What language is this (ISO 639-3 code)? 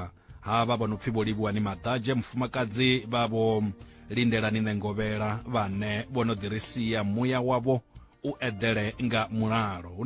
ven